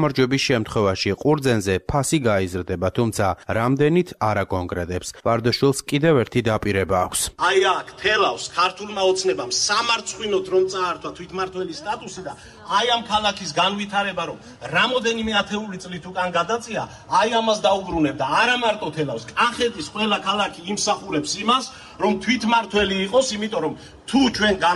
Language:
Georgian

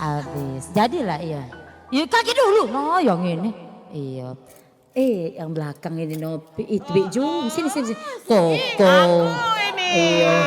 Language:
Musi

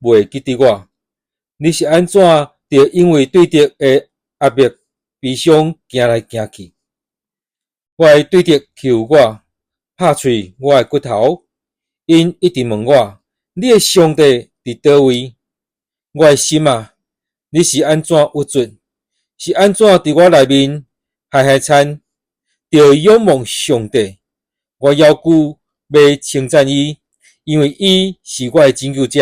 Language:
Min Nan Chinese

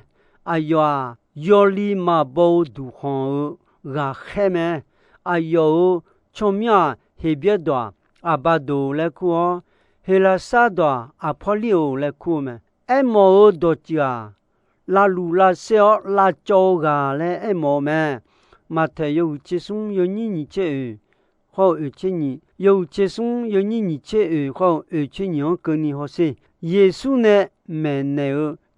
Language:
Akha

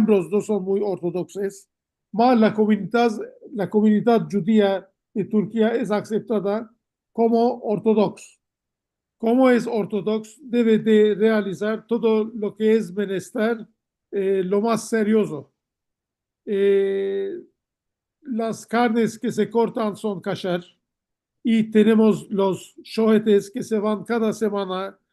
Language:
Ladino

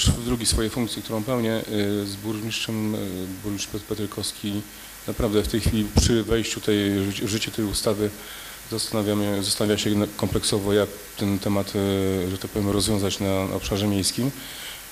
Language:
Polish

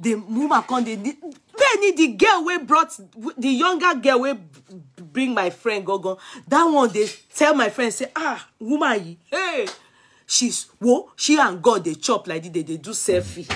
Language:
Nigerian Pidgin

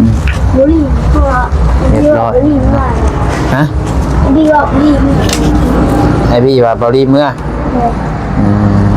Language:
Lao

